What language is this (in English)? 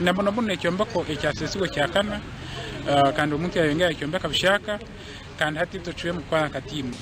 Nyankole